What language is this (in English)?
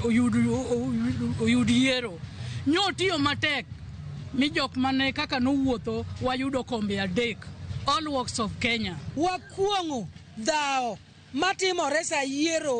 Luo (Kenya and Tanzania)